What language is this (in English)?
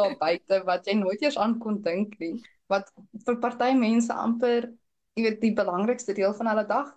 Afrikaans